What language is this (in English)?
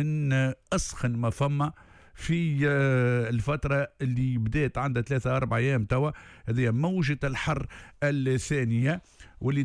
Tunisian Arabic